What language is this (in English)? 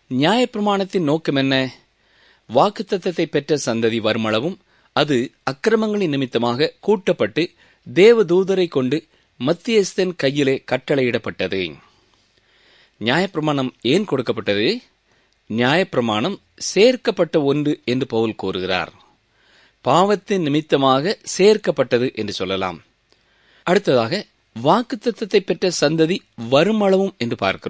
Tamil